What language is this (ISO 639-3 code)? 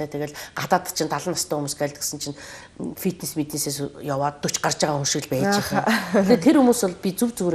mon